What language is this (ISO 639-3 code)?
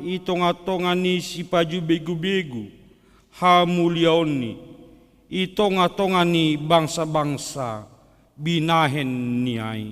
bts